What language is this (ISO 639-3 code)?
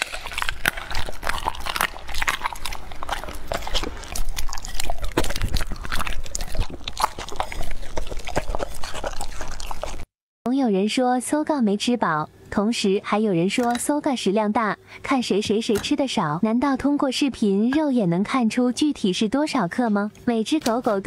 zho